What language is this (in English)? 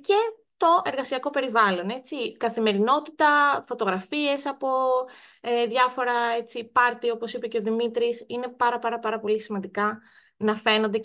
Greek